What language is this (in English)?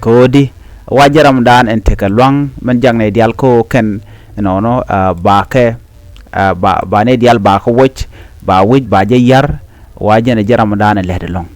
Nuer